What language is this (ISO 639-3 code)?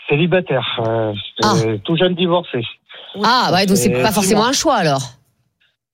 fra